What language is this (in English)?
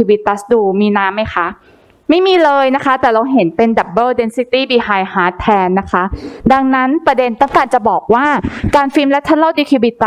Thai